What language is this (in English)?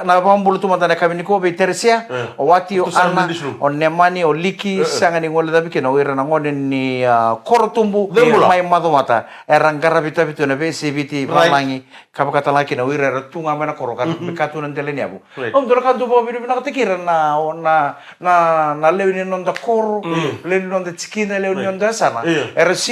Fijian